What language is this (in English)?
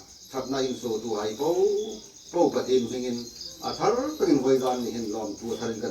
Hmar